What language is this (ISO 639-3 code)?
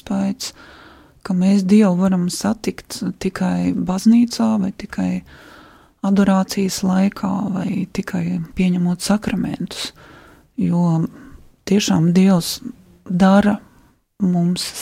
lav